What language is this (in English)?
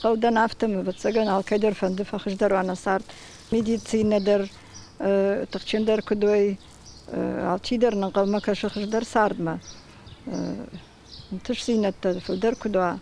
Ossetic